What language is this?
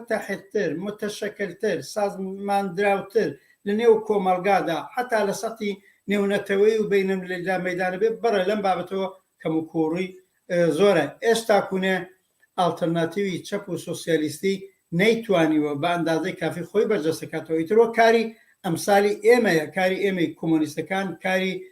Central Kurdish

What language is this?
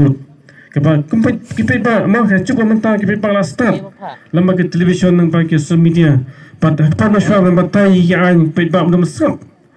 Khasi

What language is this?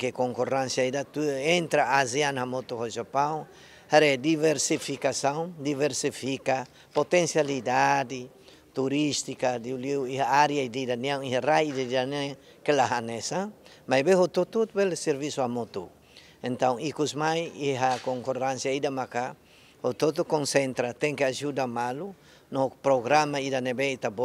Tetum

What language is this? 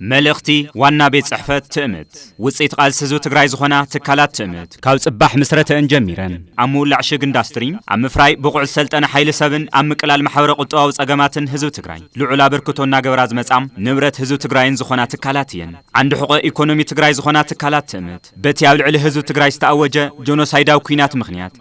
Tigrinya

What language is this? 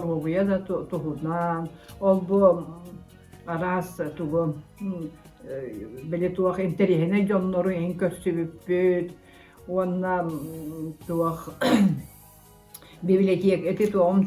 Yakut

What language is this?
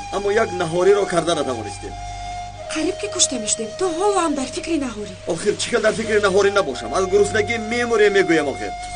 Tajik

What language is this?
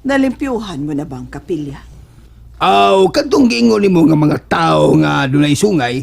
Cebuano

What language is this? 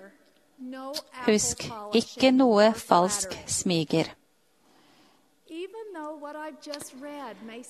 Norwegian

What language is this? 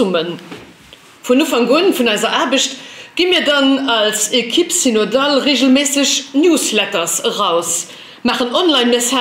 Luxembourgish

